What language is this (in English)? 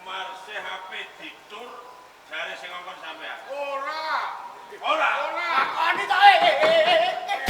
Javanese